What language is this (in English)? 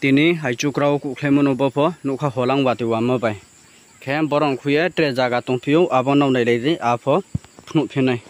Riang (India)